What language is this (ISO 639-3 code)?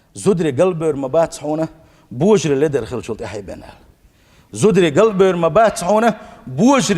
che